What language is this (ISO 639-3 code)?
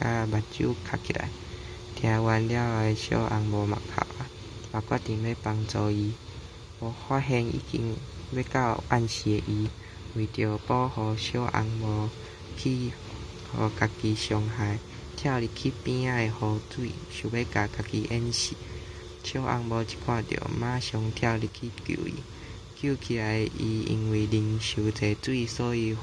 nan